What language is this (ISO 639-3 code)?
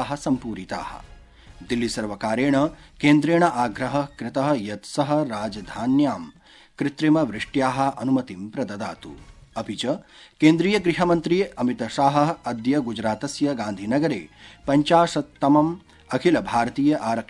san